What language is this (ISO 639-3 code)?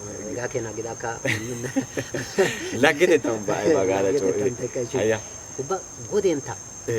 wal